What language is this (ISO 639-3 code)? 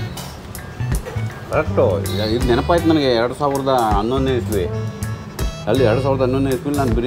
kan